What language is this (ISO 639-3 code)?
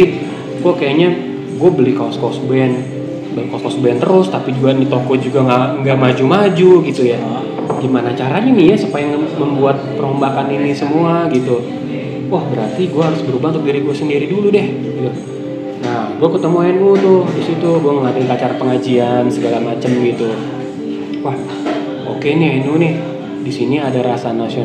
ind